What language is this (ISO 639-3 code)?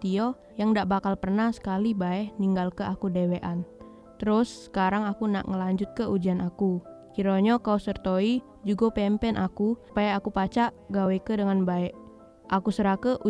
mui